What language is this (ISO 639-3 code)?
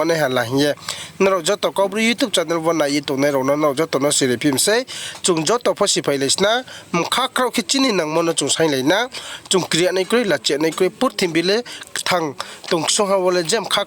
ria